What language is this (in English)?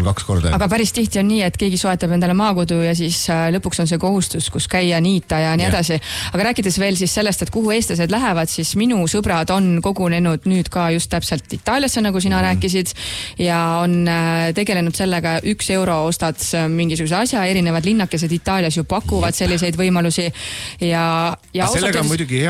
Estonian